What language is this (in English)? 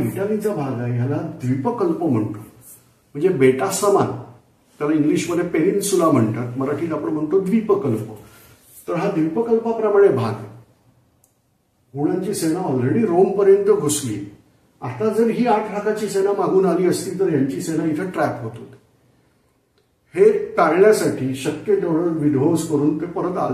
Marathi